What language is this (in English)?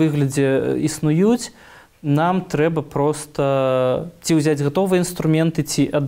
Belarusian